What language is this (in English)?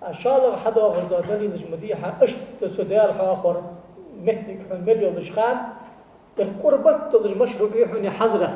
Ingush